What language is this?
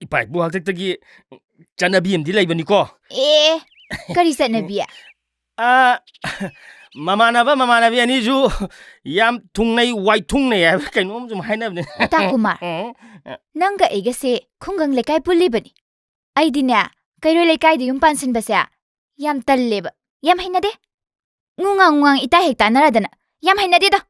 Manipuri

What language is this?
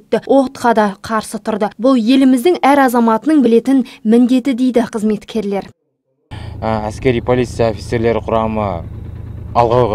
Kazakh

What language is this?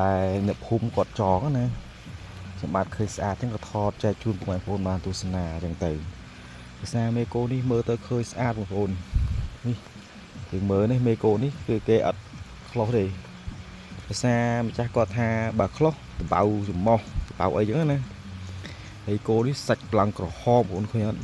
Khmer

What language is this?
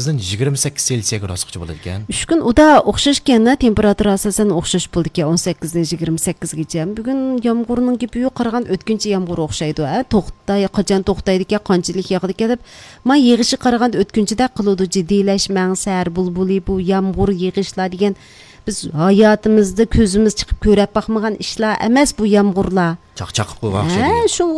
Uyghur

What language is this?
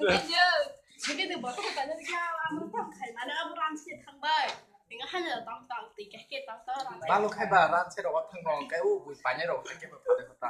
Kok Borok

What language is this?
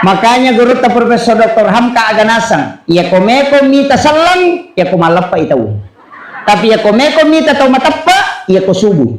Buginese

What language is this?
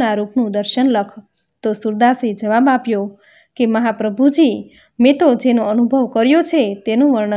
Gujarati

